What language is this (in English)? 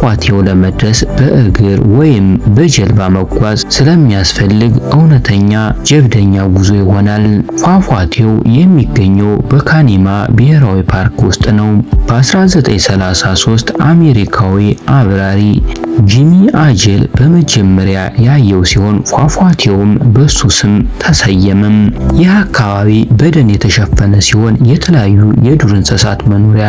Amharic